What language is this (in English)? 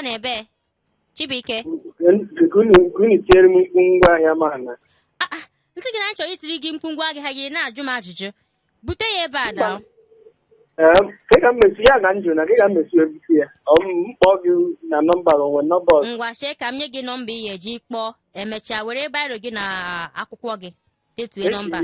Igbo